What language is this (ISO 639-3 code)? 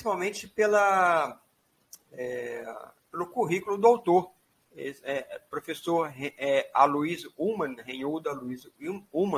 por